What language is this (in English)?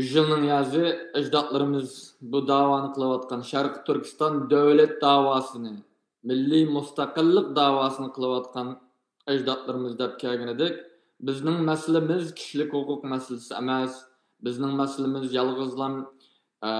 Uyghur